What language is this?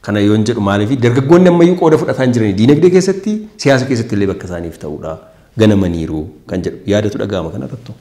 Oromo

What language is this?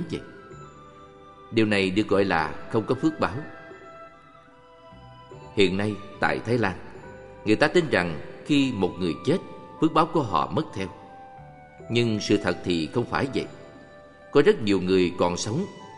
Vietnamese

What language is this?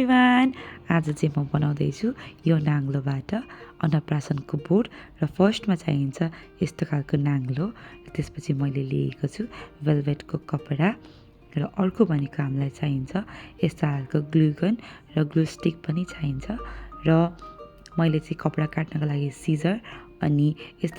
Nepali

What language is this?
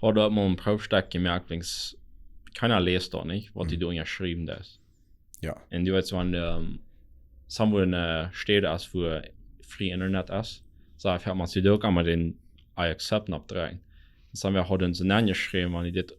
Plautdietsch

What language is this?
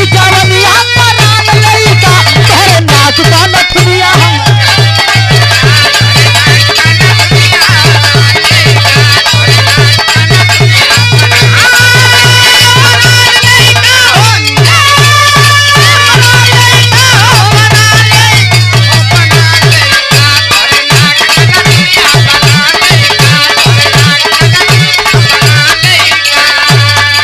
Bhojpuri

